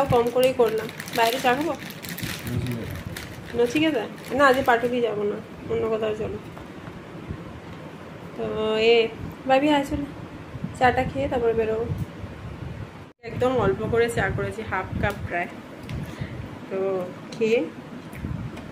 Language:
Bangla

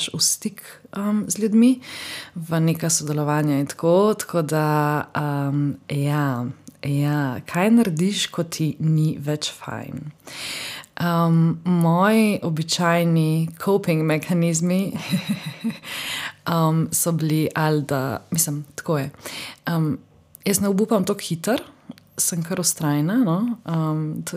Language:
Slovenian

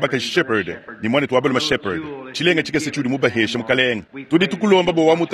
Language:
Luba-Lulua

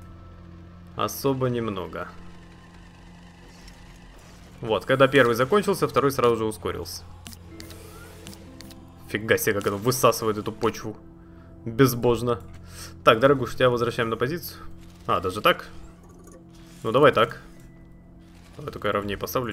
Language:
Russian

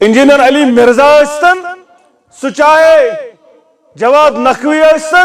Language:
Kashmiri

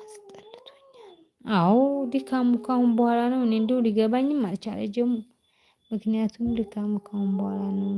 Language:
Amharic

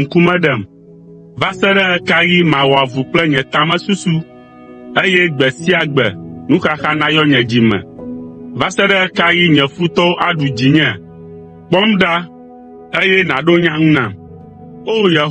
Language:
Ewe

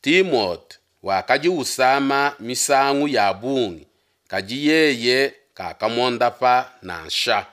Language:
Luba-Lulua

